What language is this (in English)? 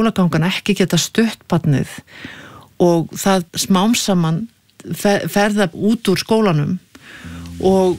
Icelandic